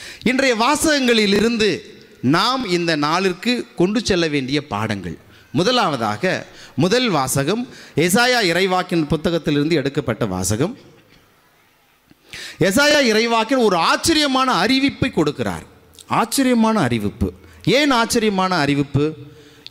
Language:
Tamil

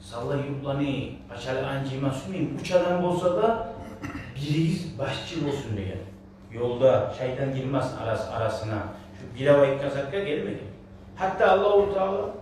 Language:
Kumyk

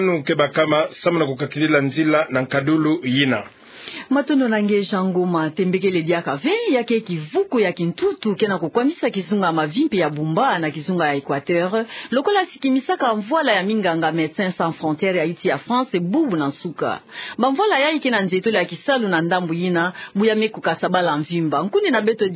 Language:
Kituba (Democratic Republic of Congo)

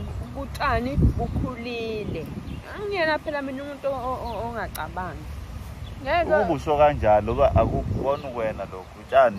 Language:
Zulu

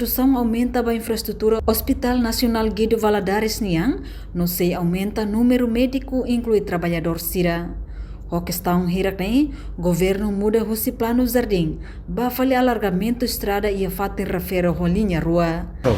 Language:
Tetum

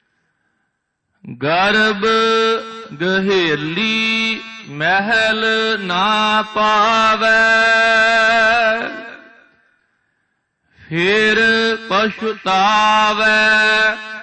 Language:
Punjabi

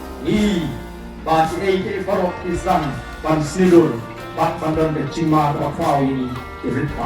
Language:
Khasi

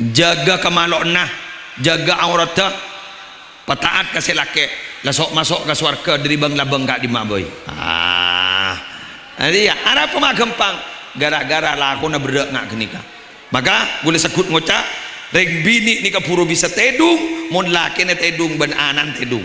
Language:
Madurese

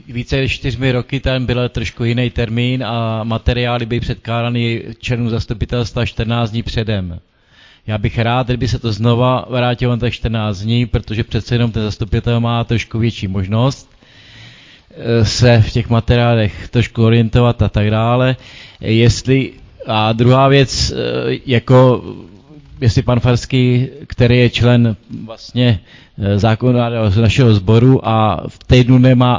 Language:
Czech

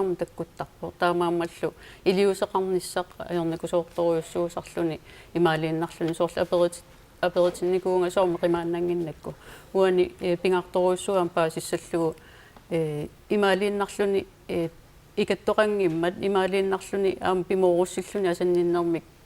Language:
Kalaallisut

